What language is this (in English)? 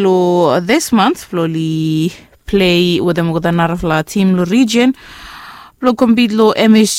Bislama